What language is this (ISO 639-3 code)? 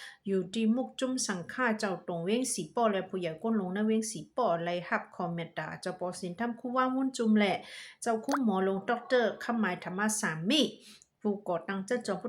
shn